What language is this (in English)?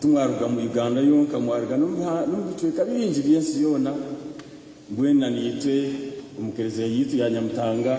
Nyankole